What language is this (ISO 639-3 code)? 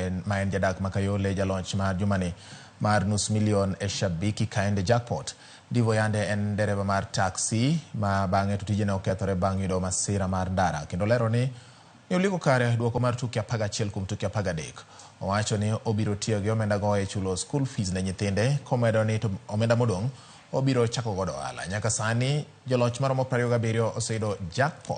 luo